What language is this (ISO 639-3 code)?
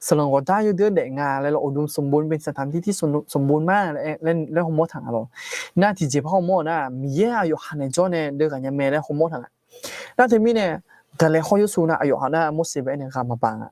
ahk